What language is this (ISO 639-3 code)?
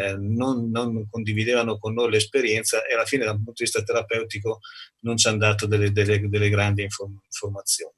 ita